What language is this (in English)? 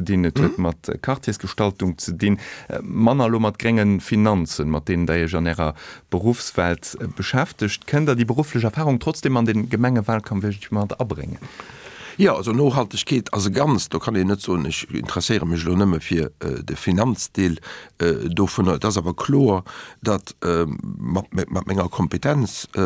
Luxembourgish